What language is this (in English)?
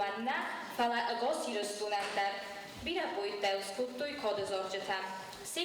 Ossetic